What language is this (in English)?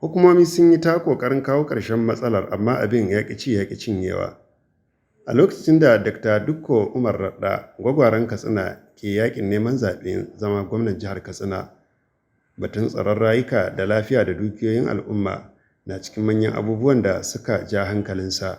Hausa